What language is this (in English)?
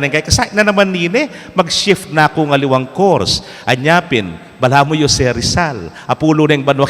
Pampanga